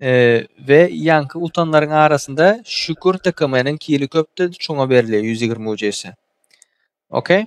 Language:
Turkmen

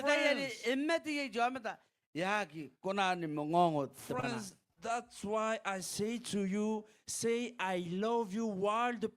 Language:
Gilbertese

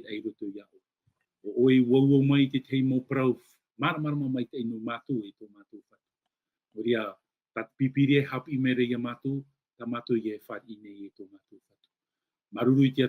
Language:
Tahitian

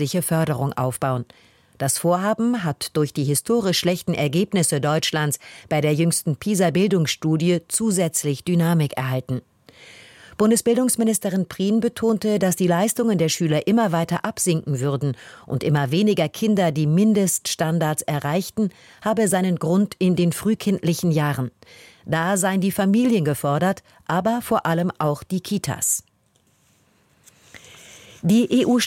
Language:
German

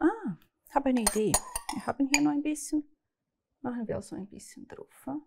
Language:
Swiss German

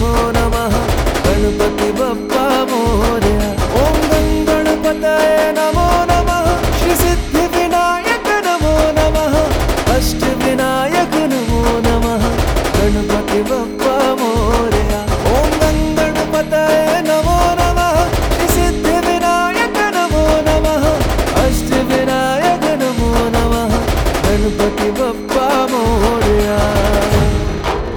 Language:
Hindi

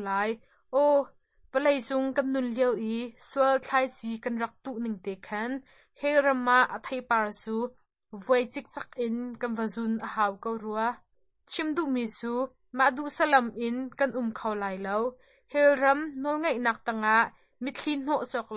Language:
Hakha Chin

